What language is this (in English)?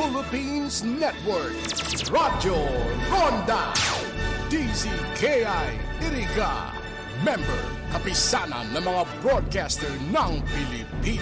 Bikol